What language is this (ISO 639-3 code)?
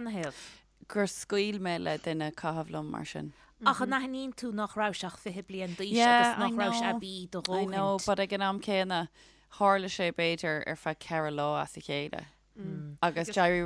gle